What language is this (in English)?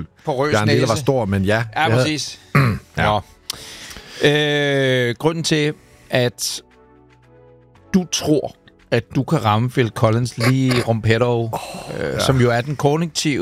Danish